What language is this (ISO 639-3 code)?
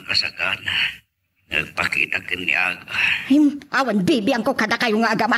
ilo